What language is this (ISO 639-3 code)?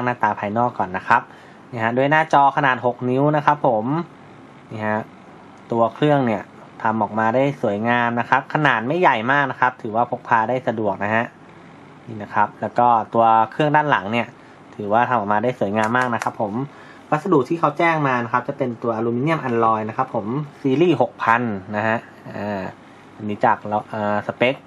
tha